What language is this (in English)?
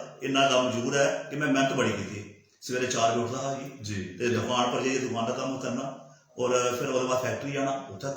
Dogri